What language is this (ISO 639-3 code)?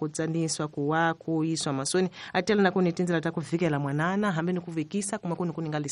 tso